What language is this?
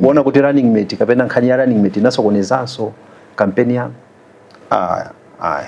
Nyanja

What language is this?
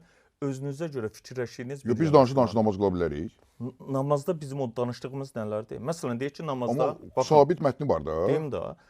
Azerbaijani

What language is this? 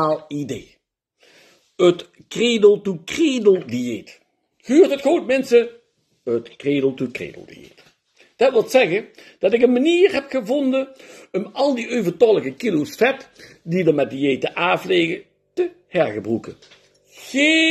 Limburgish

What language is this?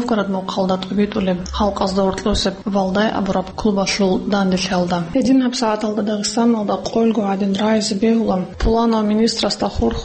Avaric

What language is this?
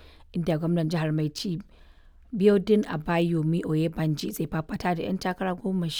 Hausa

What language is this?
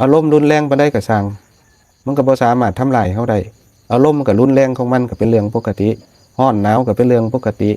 Northeastern Thai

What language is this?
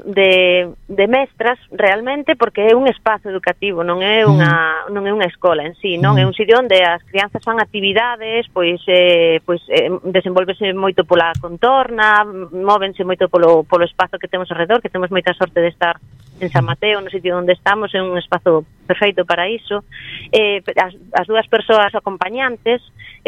Galician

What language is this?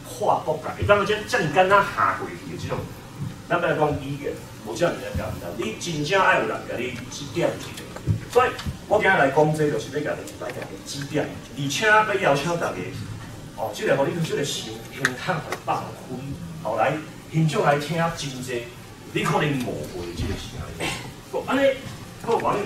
Min Nan Chinese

